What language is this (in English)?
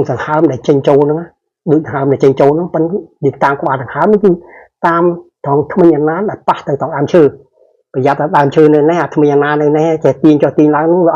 Khmer